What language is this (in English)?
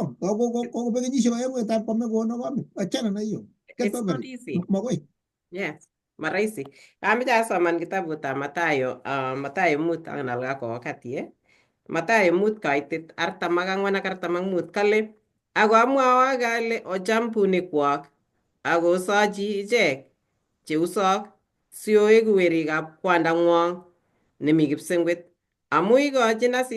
Kalenjin